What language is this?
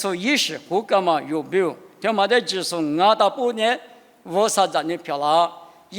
Lisu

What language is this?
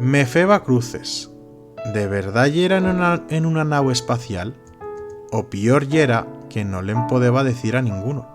Aragonese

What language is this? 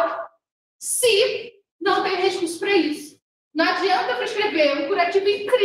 Portuguese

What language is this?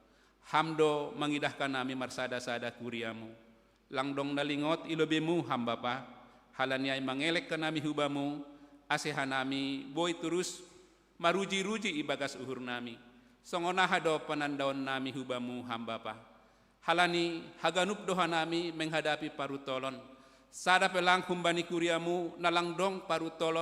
Batak Simalungun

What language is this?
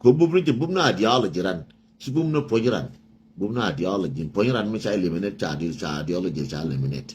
Nuer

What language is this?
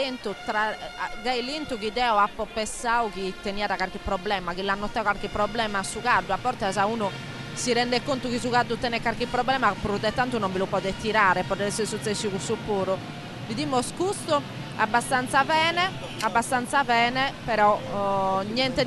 Sardinian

